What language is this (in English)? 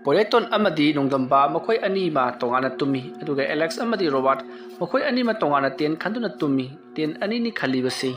Manipuri